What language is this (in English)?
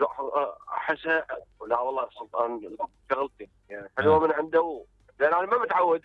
Mesopotamian Arabic